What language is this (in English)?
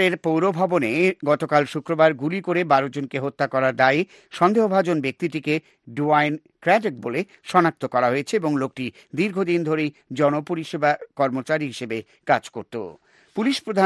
Bangla